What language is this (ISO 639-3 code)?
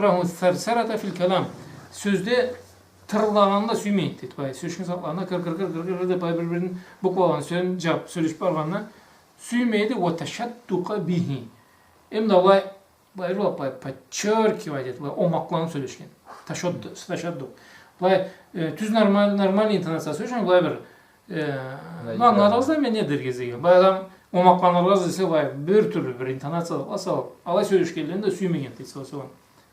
krc